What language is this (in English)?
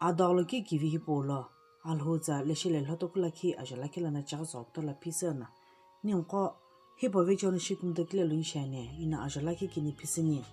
Sumi Naga